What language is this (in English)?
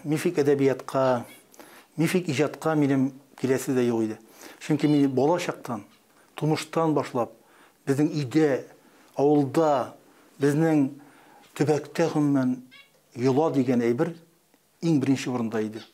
Tatar